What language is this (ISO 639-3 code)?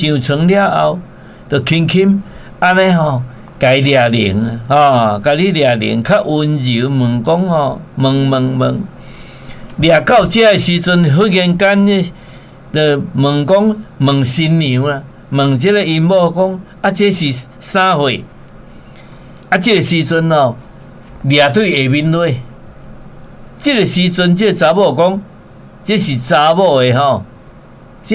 nan